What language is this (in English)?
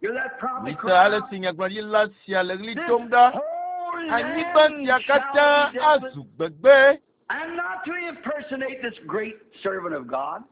Ewe